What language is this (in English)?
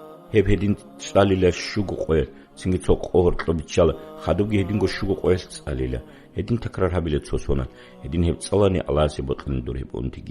Avaric